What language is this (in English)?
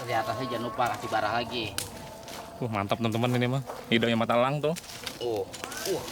Betawi